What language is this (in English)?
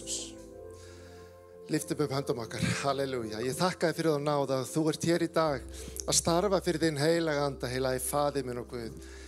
Icelandic